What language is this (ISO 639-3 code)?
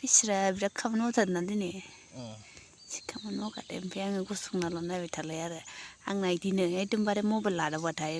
brx